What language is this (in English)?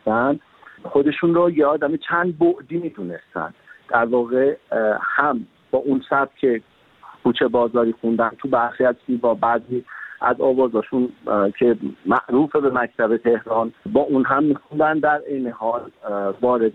Persian